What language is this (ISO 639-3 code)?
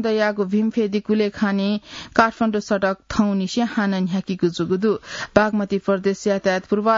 new